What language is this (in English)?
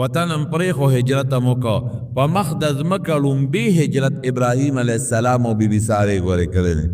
Pashto